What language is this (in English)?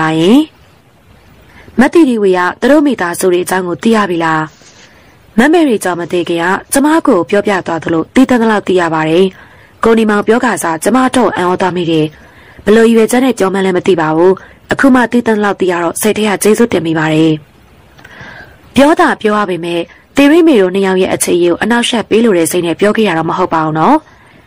Burmese